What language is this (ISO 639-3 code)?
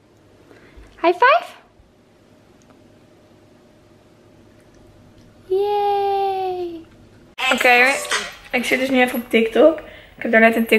nld